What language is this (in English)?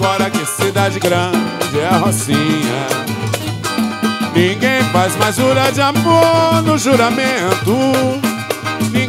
Portuguese